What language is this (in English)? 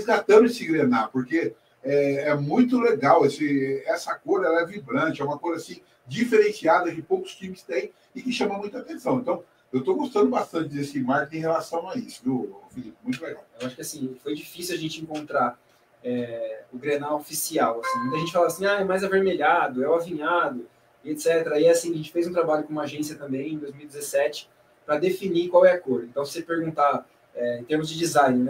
Portuguese